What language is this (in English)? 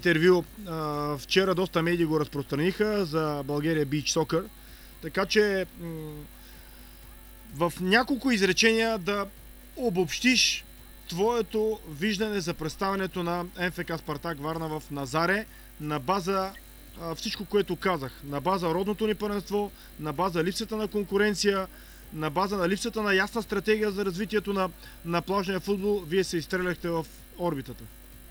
Bulgarian